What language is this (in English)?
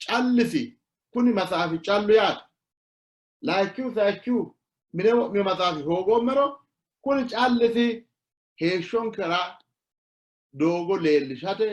Sidamo